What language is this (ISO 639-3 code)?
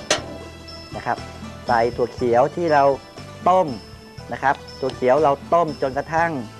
tha